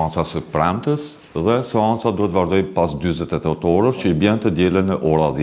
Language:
Albanian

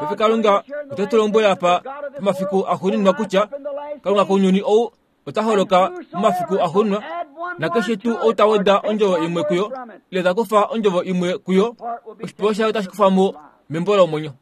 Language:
Kuanyama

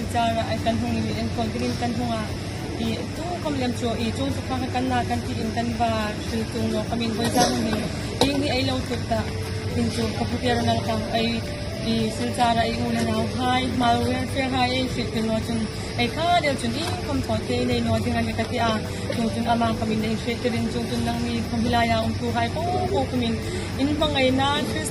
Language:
Hmar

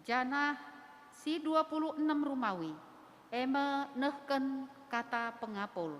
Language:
Batak Karo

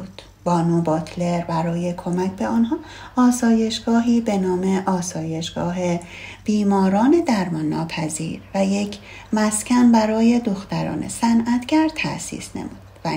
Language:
Persian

